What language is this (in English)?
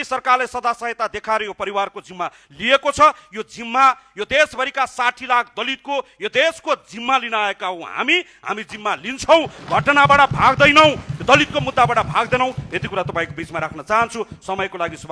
Nepali